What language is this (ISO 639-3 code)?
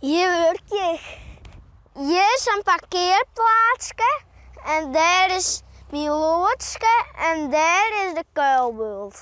fry